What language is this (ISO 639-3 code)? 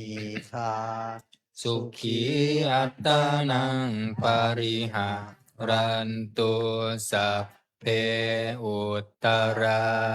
pli